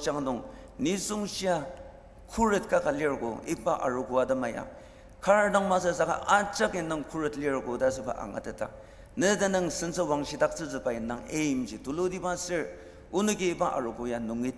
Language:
Ao Naga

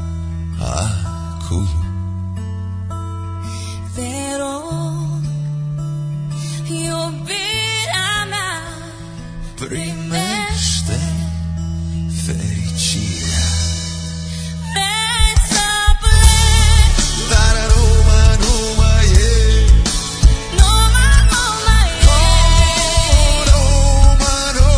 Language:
Romanian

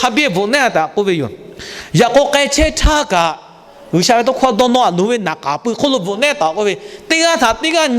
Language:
Lahu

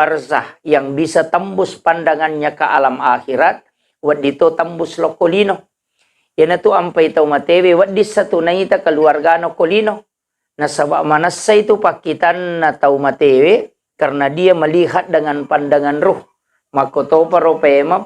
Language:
Buginese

